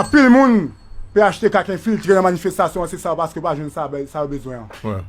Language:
Haitian Creole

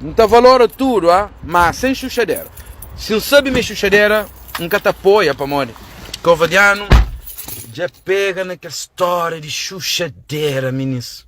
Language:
Kabuverdianu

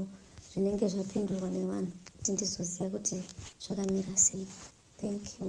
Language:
Shona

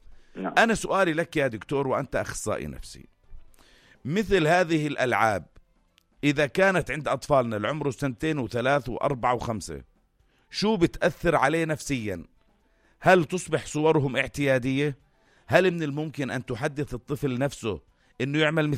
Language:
North Levantine Arabic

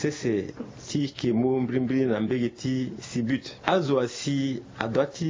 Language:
Sango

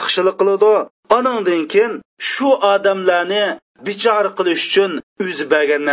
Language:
Uyghur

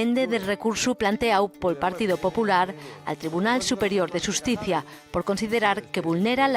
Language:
Asturian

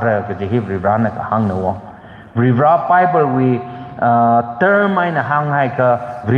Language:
Tangkhul Naga (India)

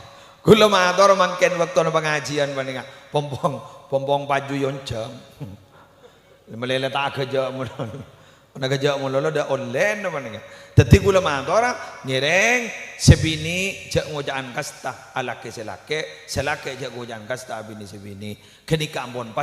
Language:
Madurese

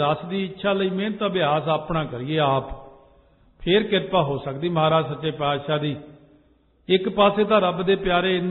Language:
Punjabi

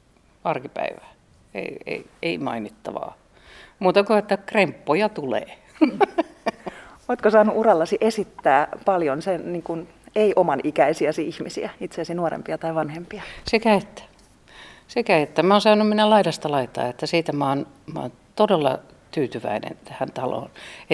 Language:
Finnish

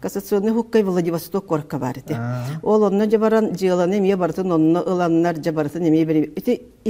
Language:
Yakut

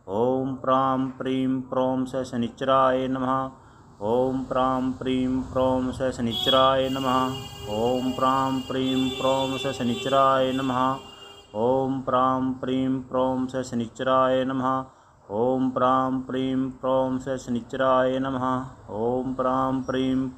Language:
Sanskrit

